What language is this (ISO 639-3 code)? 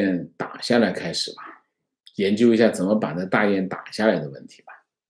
zho